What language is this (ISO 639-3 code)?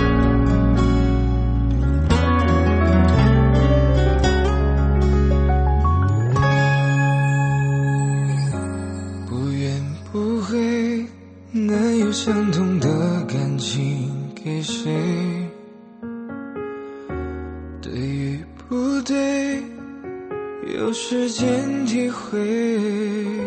zho